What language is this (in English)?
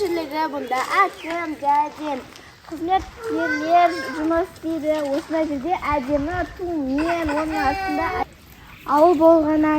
Kazakh